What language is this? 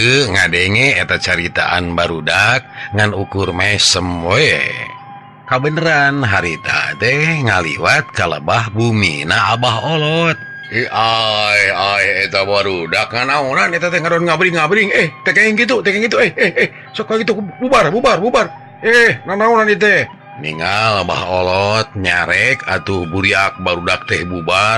Sundanese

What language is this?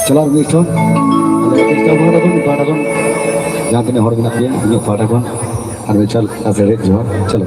Santali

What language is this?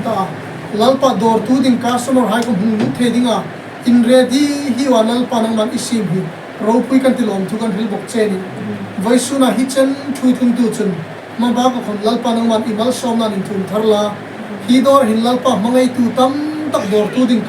Hmar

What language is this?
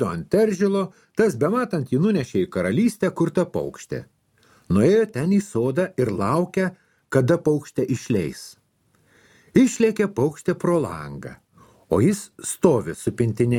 Lithuanian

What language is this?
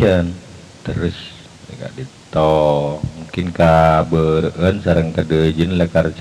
Madurese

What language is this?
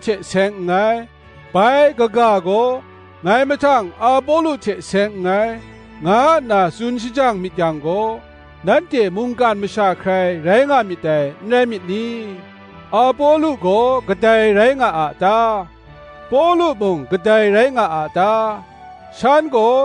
Kachin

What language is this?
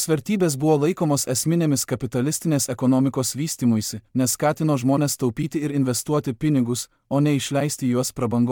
Lithuanian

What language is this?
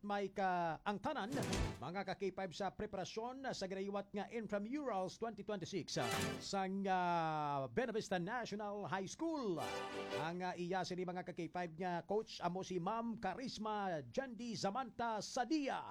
Hiligaynon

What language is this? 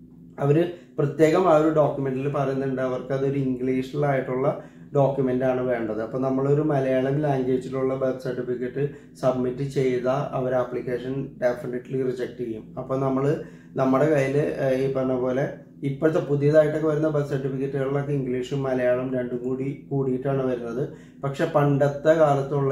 Malayalam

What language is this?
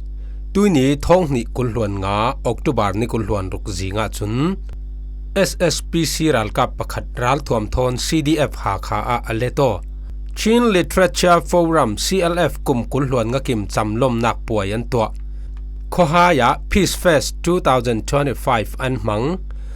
Falam Chin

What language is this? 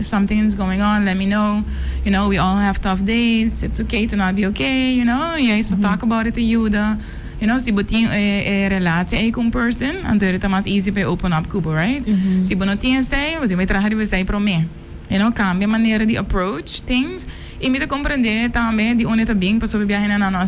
Papiamento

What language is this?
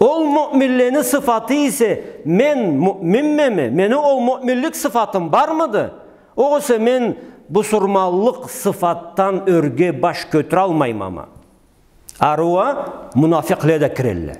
Karachay-Balkar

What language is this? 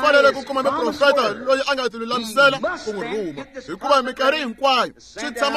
Tsonga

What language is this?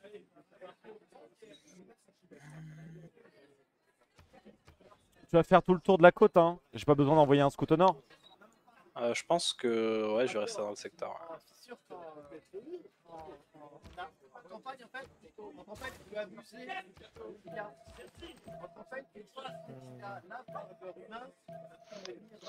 French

